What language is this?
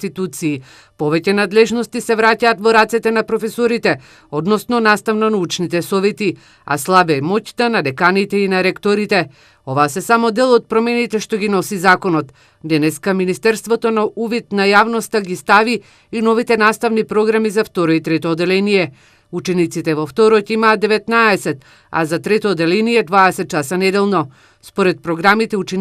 Macedonian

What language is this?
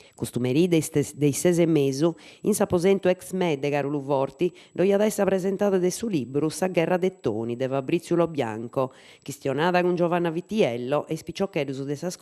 Sardinian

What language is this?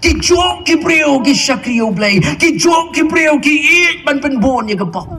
Khasi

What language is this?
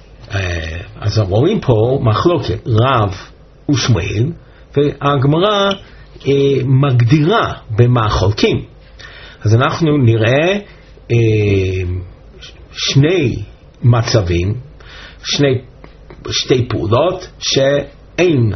Hebrew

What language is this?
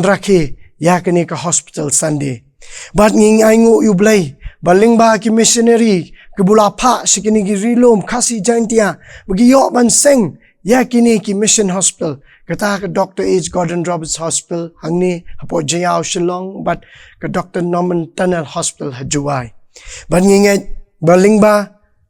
Khasi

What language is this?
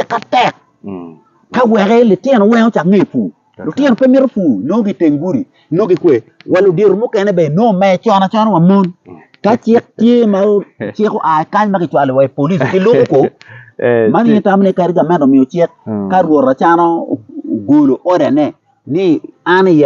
Acoli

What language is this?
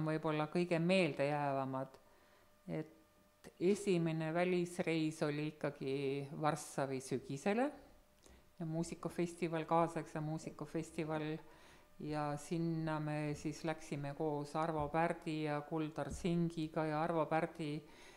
Estonian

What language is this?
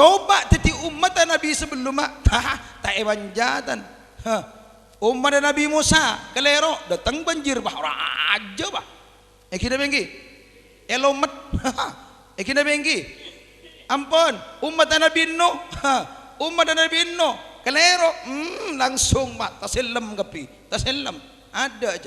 Madurese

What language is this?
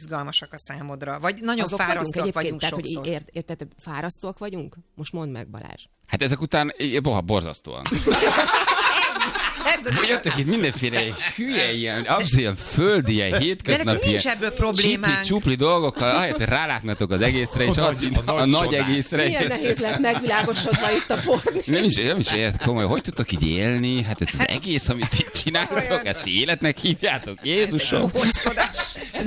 Hungarian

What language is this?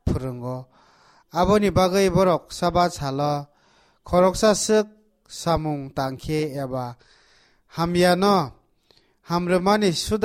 Kok Borok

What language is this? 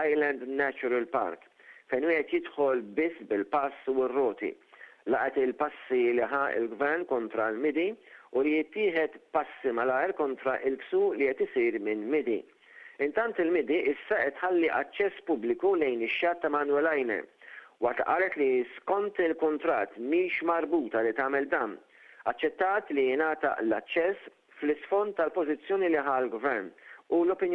Maltese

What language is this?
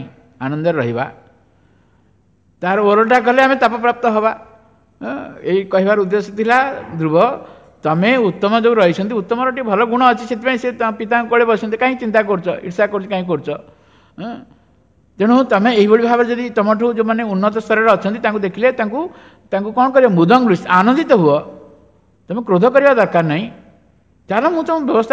Odia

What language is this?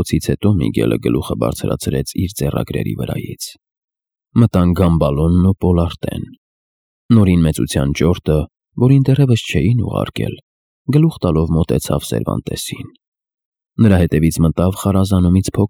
Armenian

